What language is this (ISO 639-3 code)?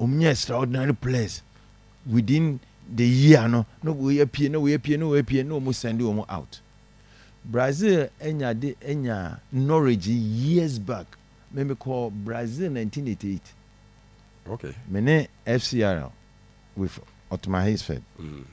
aka